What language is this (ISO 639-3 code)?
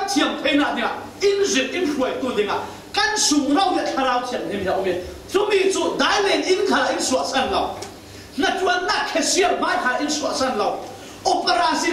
cfm